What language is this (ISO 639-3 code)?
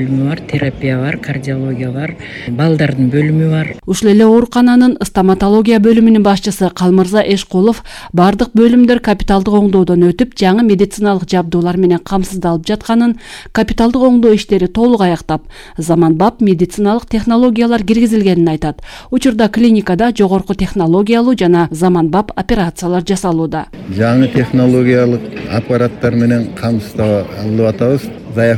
kir